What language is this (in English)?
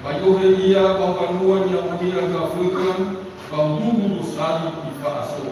Nias